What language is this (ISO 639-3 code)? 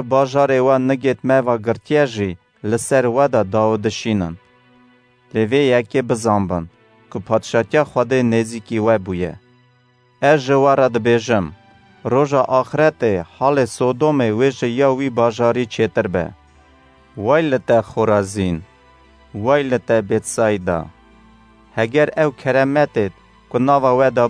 kur